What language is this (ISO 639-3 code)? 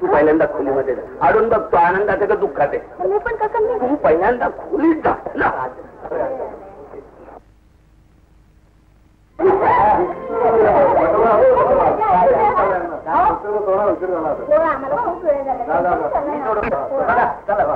mar